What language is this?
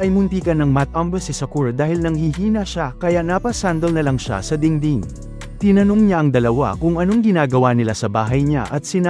Filipino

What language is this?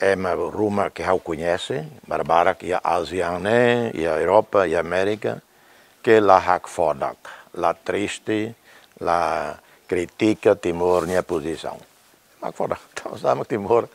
Tetum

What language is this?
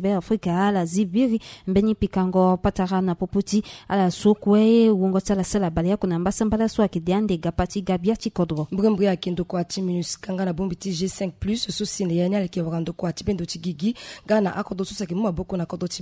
Sango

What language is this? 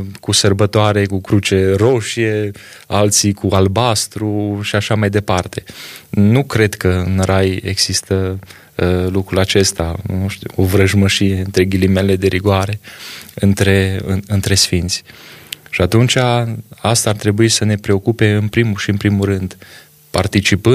Romanian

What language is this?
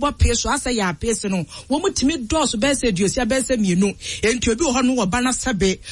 Akan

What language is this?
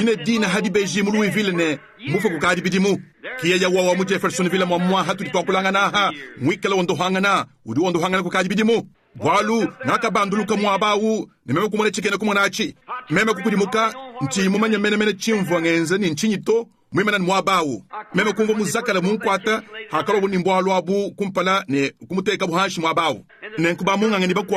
Luba-Lulua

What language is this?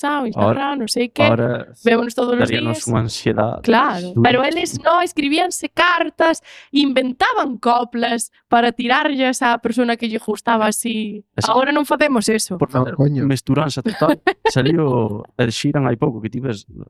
Galician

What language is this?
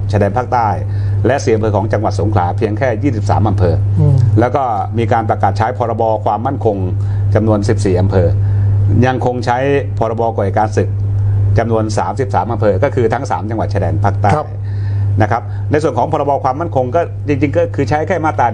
Thai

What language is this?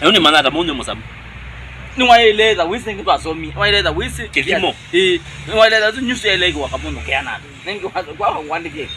Kamba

